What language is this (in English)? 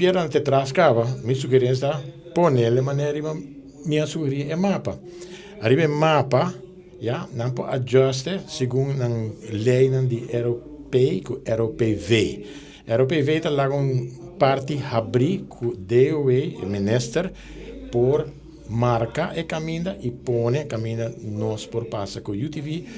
Papiamento